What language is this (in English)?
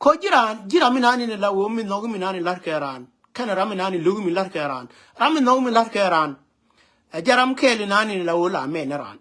Nuer